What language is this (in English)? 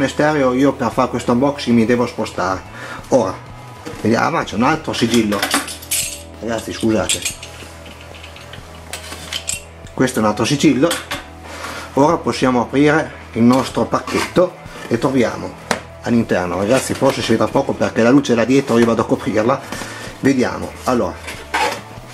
Italian